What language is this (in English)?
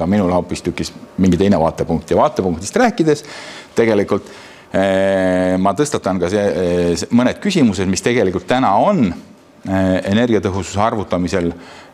Estonian